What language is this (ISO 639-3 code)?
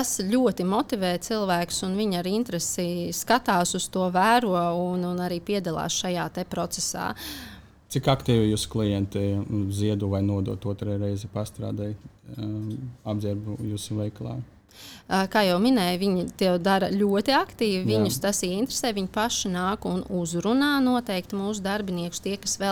lav